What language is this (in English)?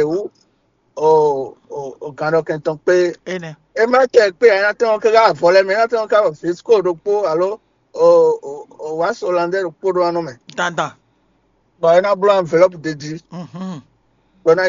Fon